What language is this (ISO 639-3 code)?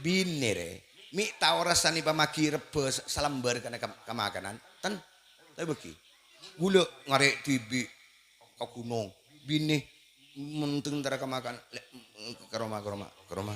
mad